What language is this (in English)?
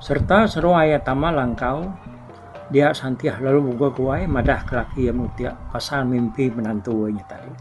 Iban